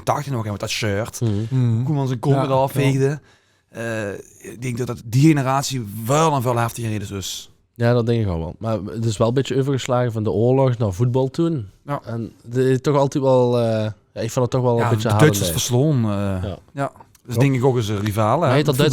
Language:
Limburgish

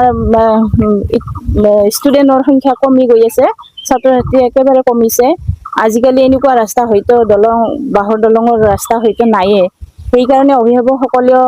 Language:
Assamese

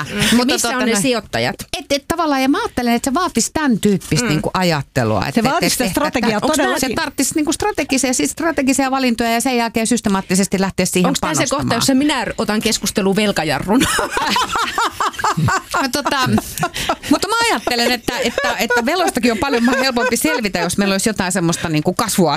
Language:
Finnish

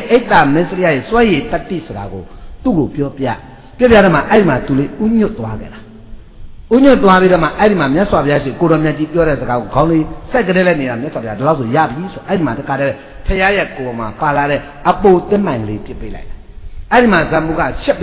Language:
Burmese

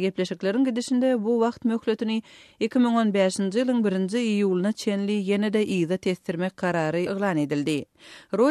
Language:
Turkmen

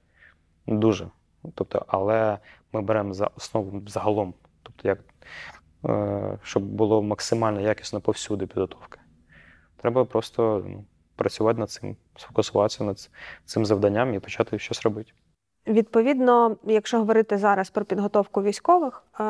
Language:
Ukrainian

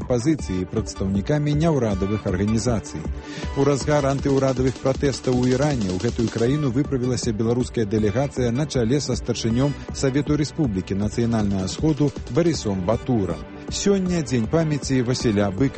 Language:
Belarusian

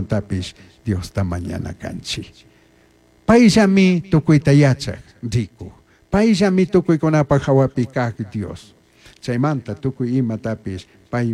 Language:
Chimborazo Highland Quichua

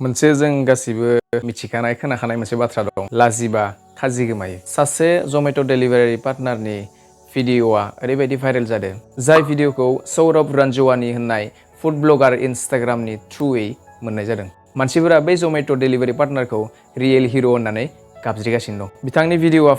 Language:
Bodo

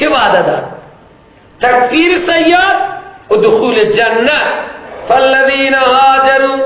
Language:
Persian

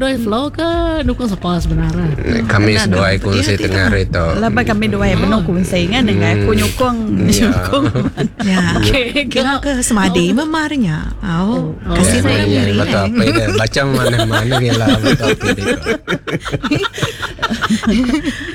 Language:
Iban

